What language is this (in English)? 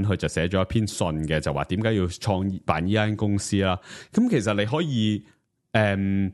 Cantonese